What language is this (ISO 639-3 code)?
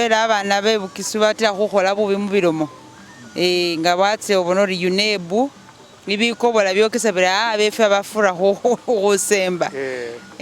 myx